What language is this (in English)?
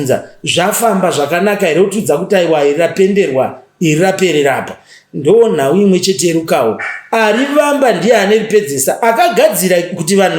Shona